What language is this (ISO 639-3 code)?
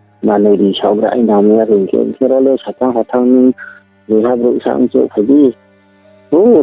ria